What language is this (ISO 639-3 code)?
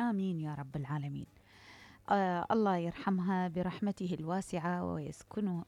acm